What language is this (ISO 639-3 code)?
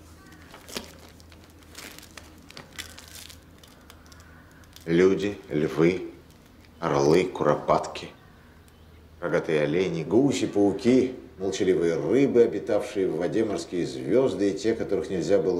rus